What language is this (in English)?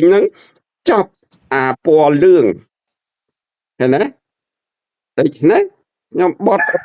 Khmer